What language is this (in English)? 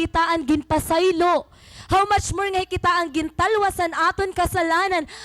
Waray